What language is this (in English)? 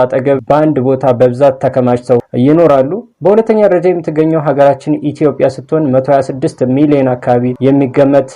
Amharic